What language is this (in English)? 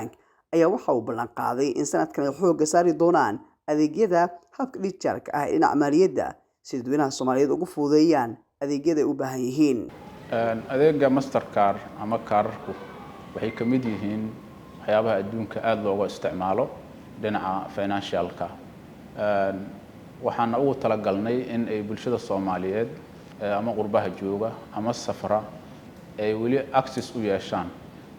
Somali